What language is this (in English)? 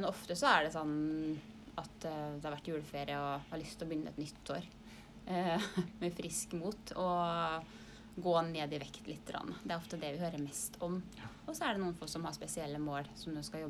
Norwegian